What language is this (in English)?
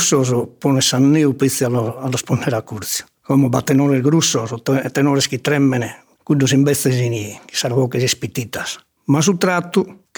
Sardinian